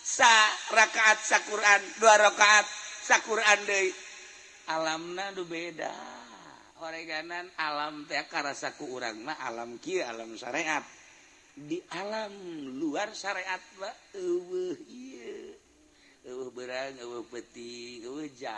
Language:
Sundanese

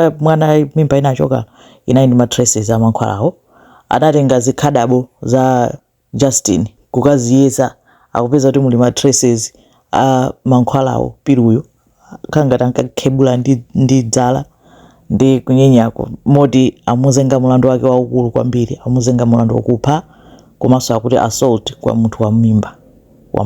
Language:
Nyanja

